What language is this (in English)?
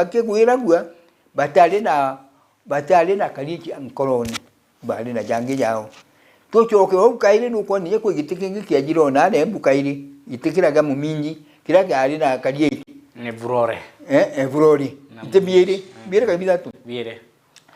Meru